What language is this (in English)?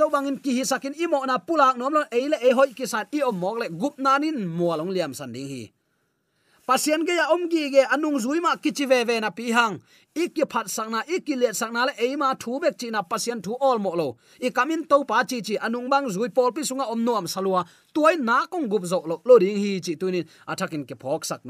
Tedim Chin